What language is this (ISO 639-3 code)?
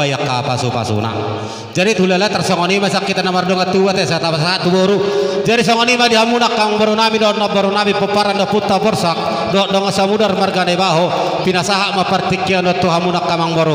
bbc